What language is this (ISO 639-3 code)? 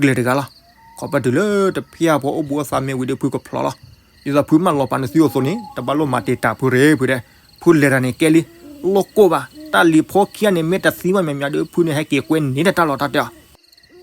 ksw